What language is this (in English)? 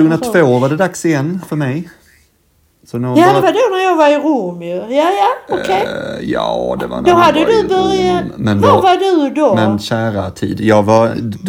Swedish